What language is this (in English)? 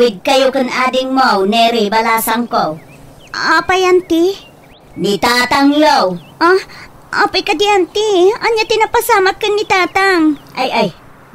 Iloko